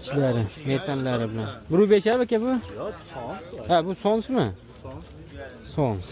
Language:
Uzbek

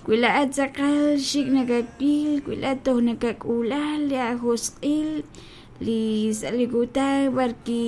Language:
Kekchí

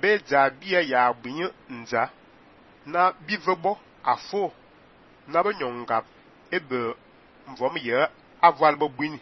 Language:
Fang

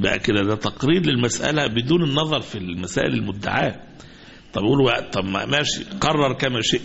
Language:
Egyptian Arabic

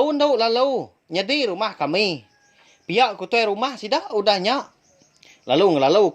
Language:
Iban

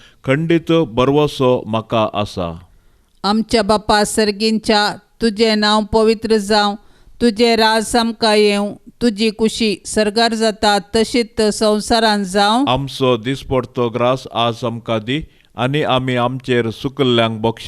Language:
Konkani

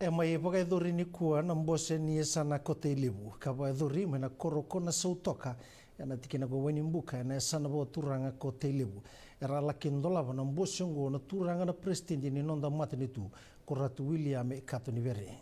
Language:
Fijian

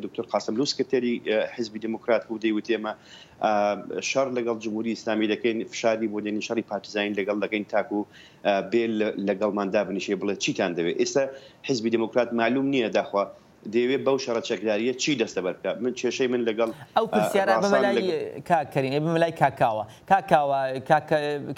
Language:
Central Kurdish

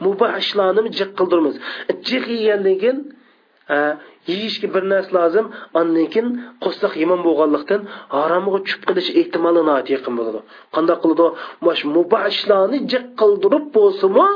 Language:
Uyghur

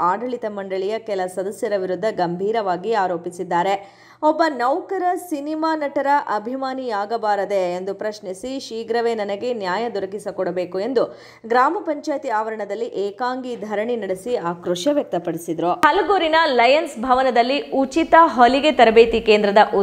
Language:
Kannada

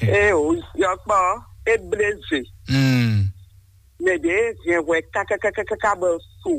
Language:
Fon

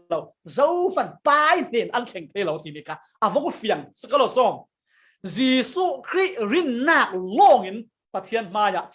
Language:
Falam Chin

